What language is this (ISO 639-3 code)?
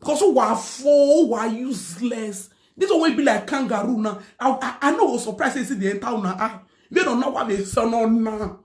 pcm